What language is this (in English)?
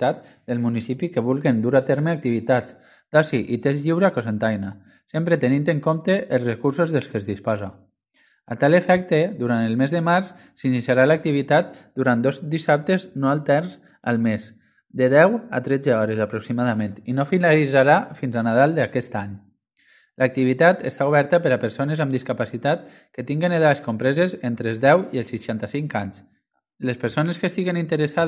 Catalan